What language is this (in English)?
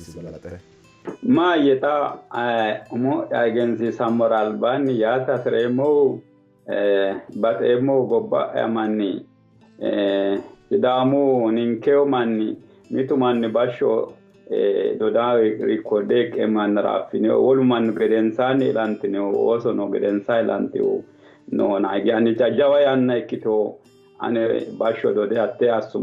Sidamo